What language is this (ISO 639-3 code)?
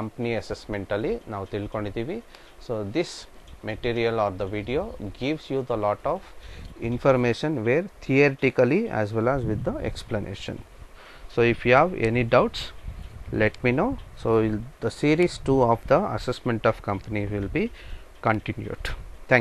kan